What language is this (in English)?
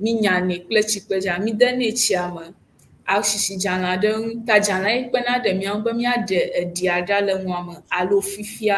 Ewe